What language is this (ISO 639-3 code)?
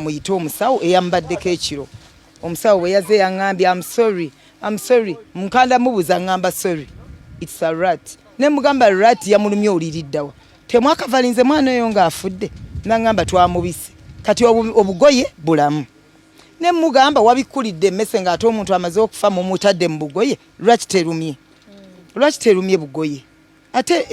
lug